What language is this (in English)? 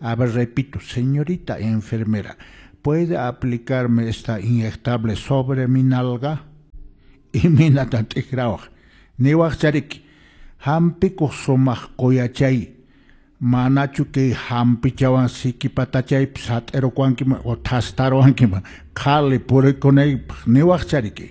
Quechua